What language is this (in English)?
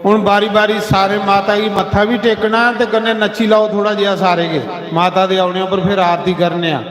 Dogri